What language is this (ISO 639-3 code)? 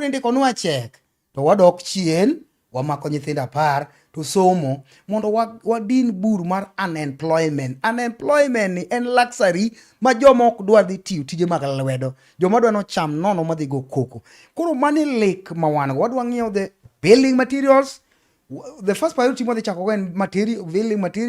luo